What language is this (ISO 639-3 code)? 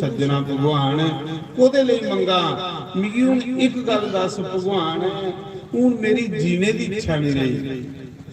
doi